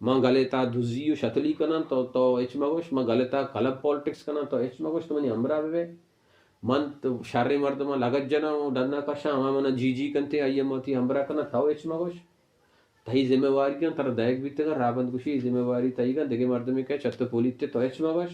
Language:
Baluchi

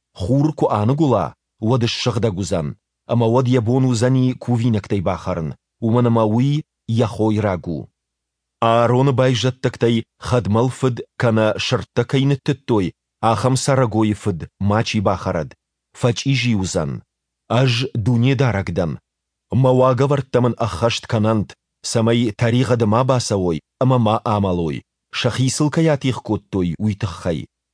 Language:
Ossetic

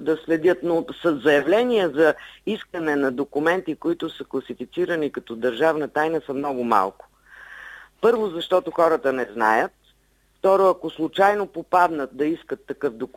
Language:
Bulgarian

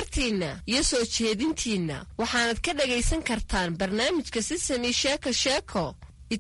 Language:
Somali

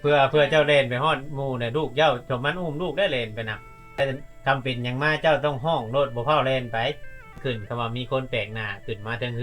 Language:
Lao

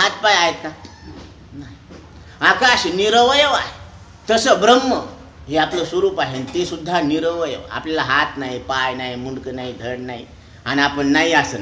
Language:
Marathi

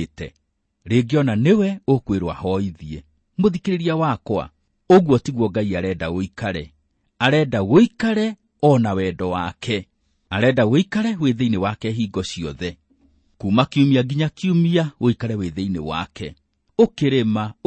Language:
Kikuyu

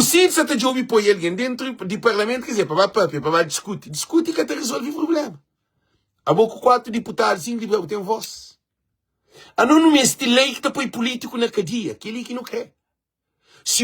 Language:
Kabuverdianu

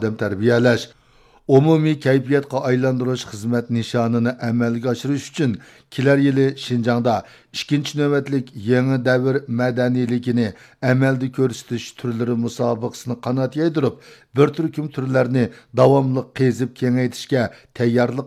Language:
Uyghur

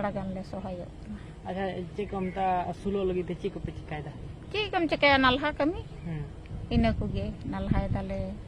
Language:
Santali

